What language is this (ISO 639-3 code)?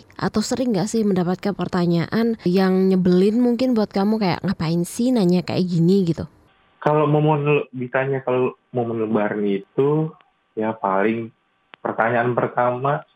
ind